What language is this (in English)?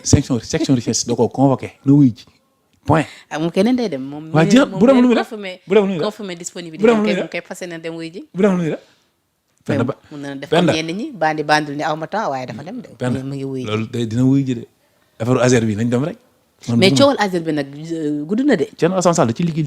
Wolof